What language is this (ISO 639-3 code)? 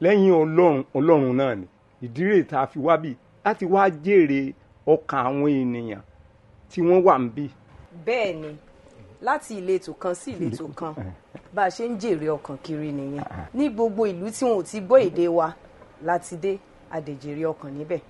yor